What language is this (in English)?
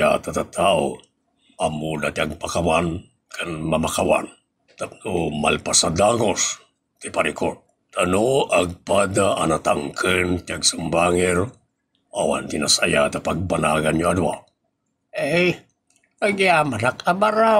Iloko